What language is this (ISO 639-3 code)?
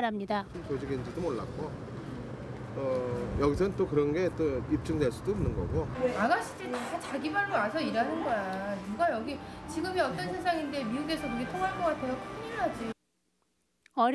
kor